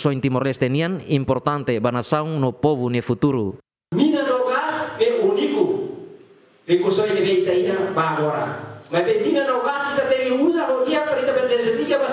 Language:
Tetum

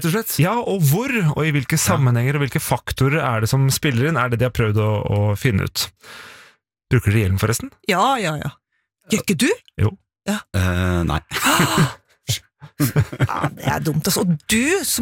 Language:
Norwegian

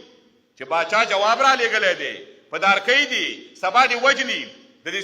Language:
Pashto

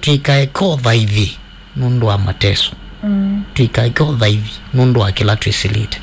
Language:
Kamba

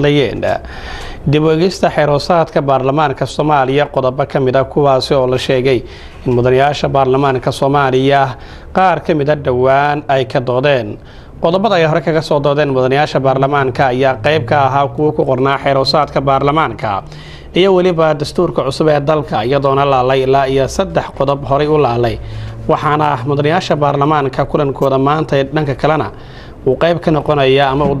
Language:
Somali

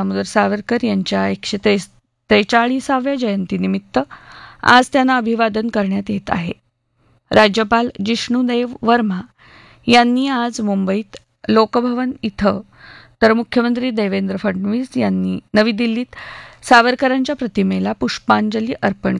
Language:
Marathi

